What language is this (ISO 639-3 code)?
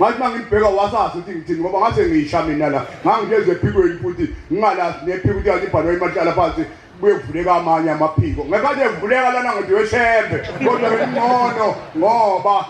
zul